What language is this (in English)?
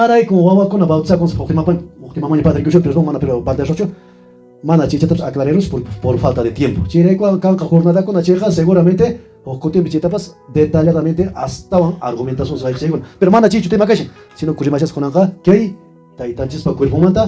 Quechua